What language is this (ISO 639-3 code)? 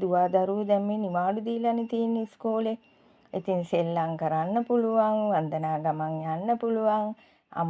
sin